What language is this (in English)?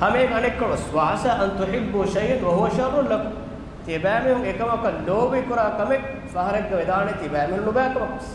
Divehi